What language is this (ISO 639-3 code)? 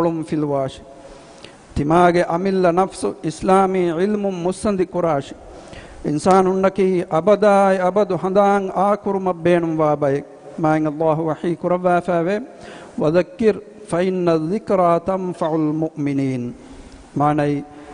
div